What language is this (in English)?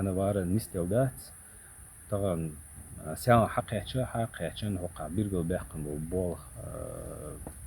Chechen